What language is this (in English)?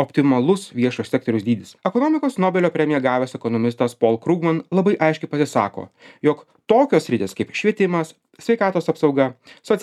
Lithuanian